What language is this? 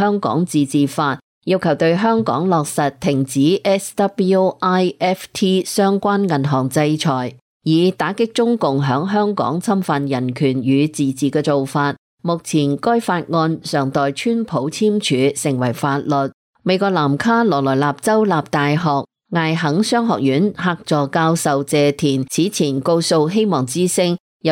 Cantonese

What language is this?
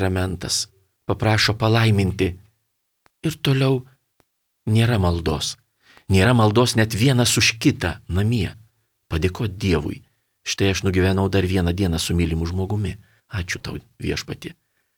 Lithuanian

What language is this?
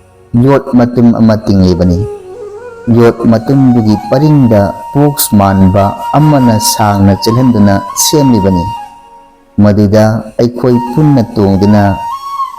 Manipuri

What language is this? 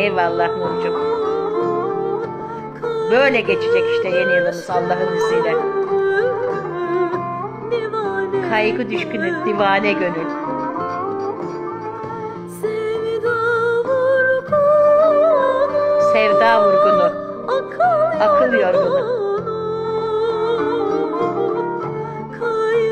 Turkish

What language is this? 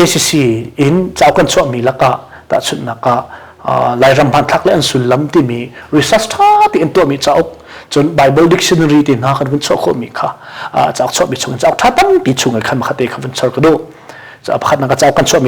Hakha Chin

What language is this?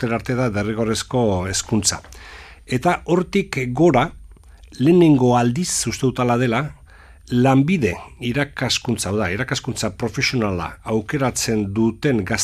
Basque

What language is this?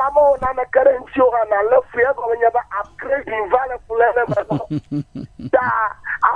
Ewe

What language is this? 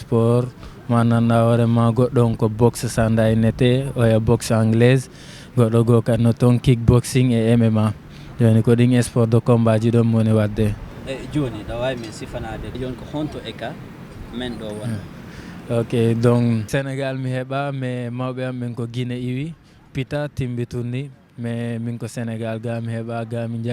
Fula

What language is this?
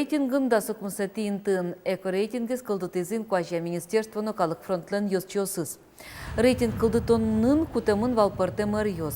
Udmurt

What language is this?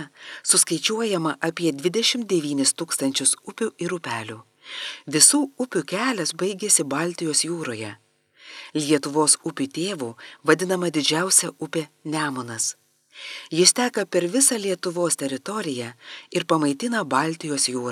Lithuanian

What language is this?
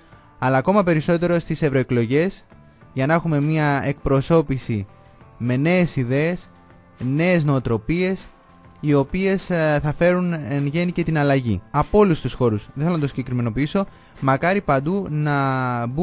Greek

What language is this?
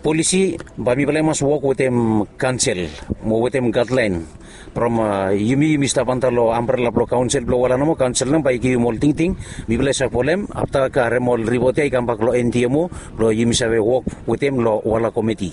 Bislama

